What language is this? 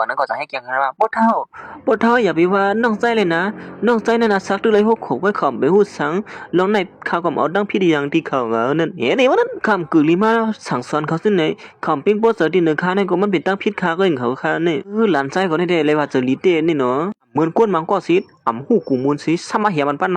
Shan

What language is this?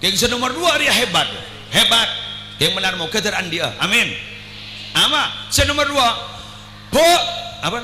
Madurese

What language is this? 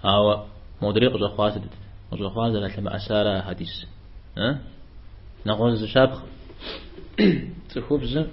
Kabardian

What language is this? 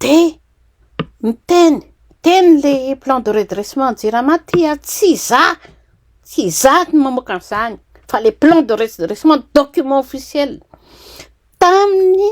Malagasy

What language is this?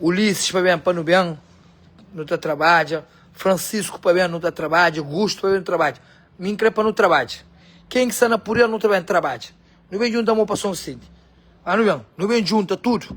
Kabuverdianu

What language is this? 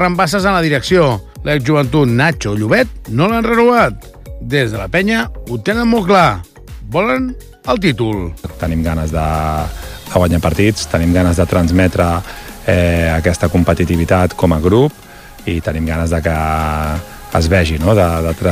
Catalan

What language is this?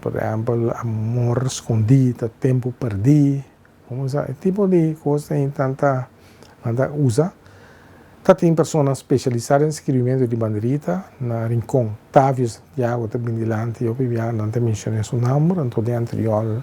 Papiamento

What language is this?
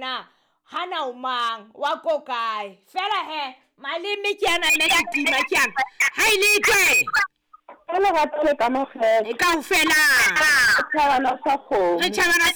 Southern Sotho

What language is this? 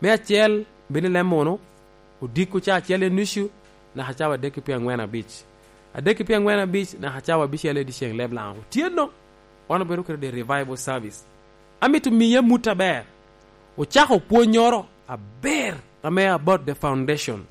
Lango (Uganda)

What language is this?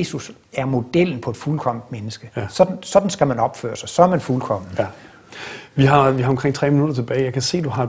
Danish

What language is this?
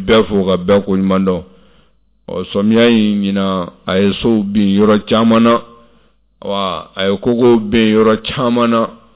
Bambara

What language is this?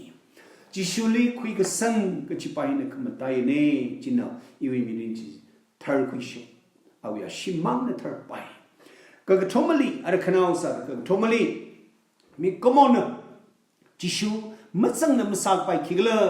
Tangkhul Naga (India)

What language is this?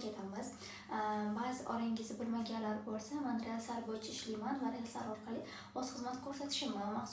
Uzbek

